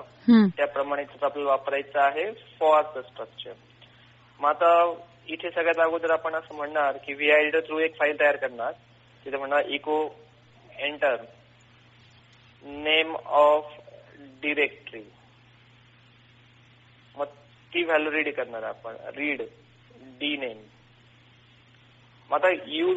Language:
Marathi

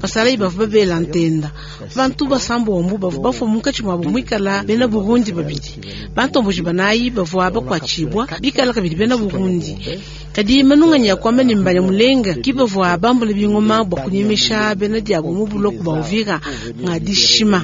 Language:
Luba-Lulua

